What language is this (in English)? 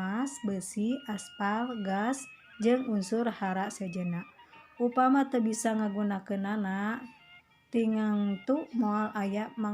Sundanese